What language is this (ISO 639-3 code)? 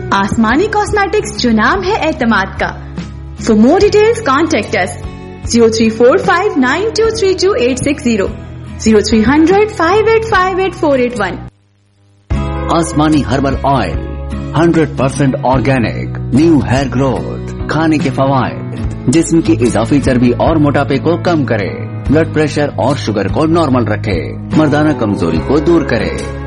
urd